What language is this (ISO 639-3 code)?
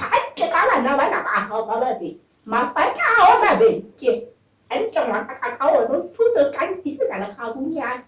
sot